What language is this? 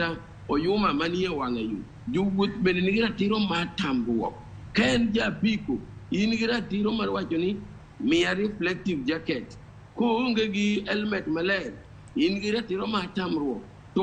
Luo (Kenya and Tanzania)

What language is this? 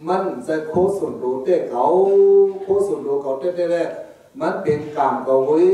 Shan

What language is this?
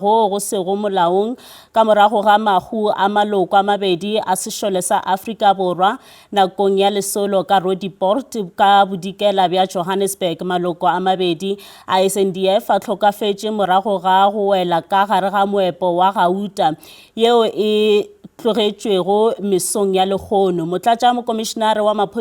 Northern Sotho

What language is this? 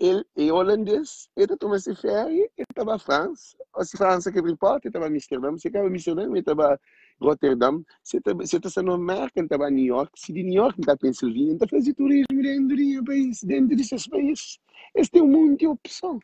Kabuverdianu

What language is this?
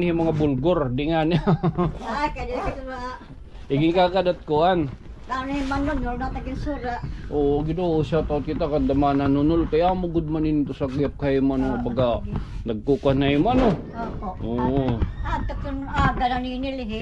Waray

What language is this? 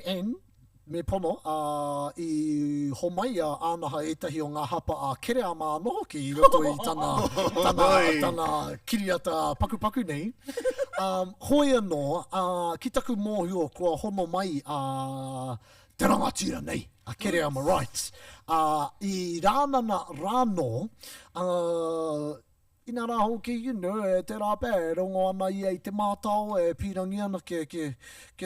Māori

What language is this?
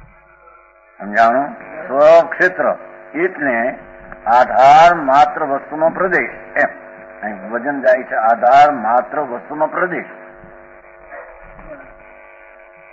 Gujarati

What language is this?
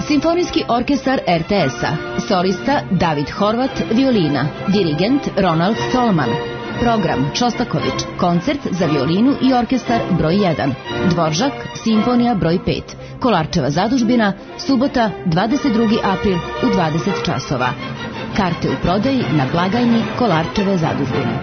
Serbian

